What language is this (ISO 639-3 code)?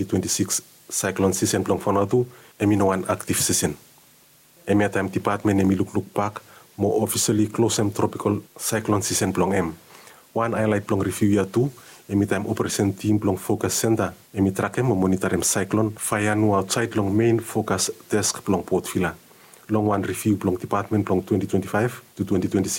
bis